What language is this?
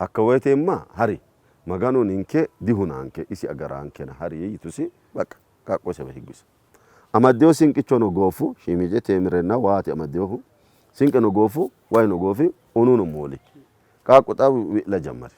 Sidamo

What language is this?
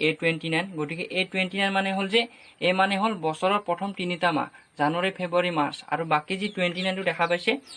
Assamese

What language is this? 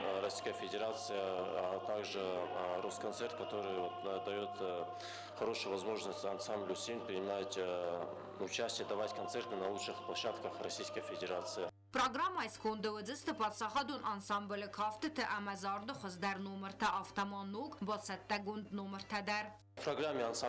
Ossetic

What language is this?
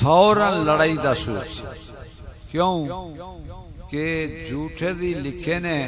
Saraiki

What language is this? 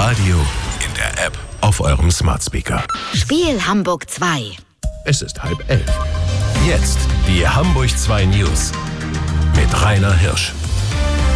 German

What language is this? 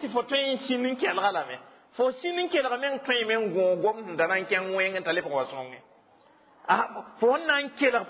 Mossi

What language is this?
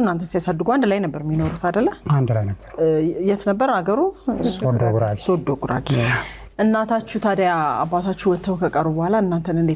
Amharic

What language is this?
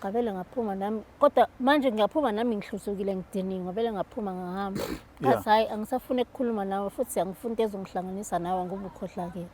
Zulu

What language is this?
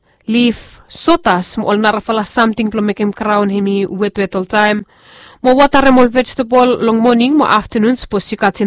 Bislama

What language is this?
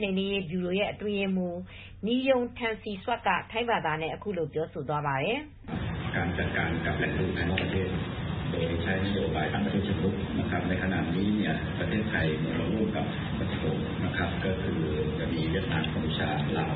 Burmese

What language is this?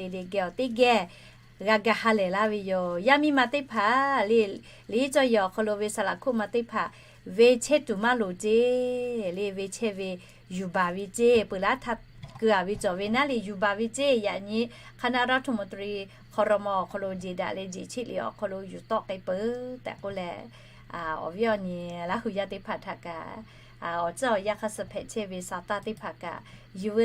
Lahu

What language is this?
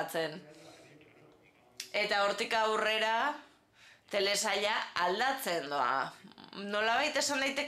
Basque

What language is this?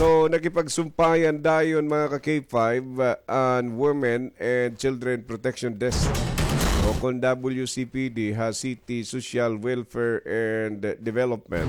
Waray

